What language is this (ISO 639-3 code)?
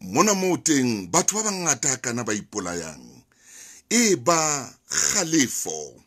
sot